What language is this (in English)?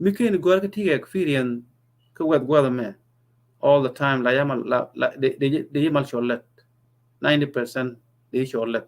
Nuer